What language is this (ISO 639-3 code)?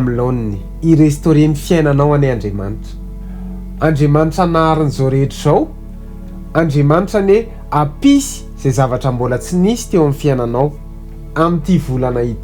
mlg